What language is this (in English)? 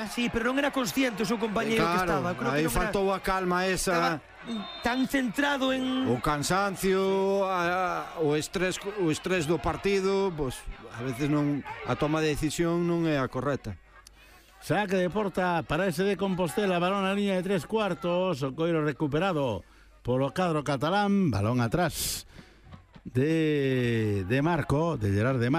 Galician